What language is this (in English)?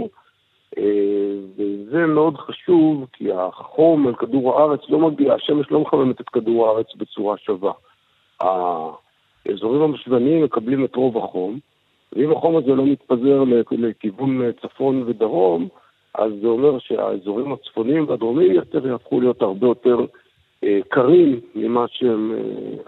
Hebrew